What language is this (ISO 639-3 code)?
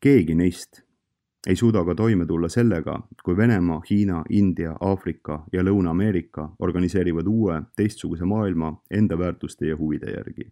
est